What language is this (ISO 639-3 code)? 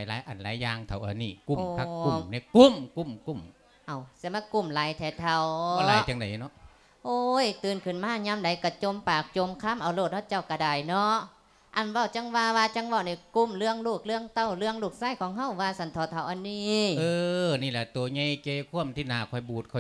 lao